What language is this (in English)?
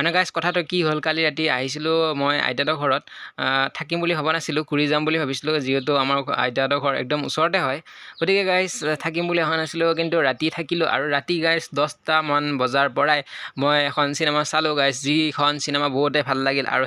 Assamese